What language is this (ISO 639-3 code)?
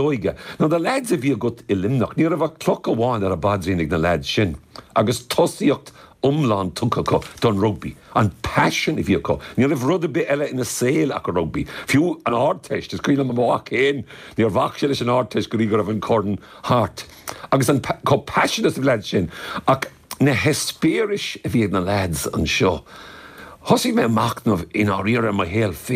gle